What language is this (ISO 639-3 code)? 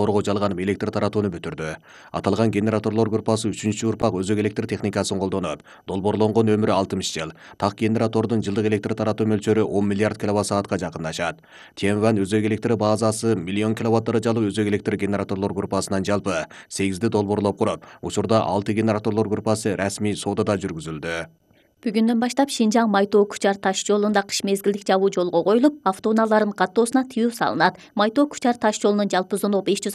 kir